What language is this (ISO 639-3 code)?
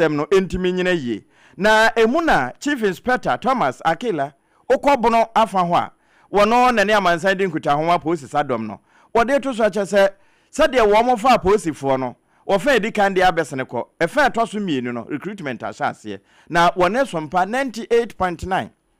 aka